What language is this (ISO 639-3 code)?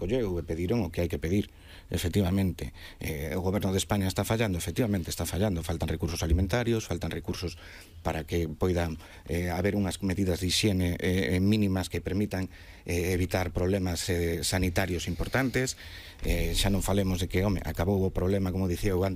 glg